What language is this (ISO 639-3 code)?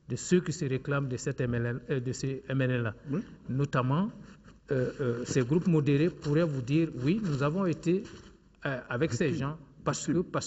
fra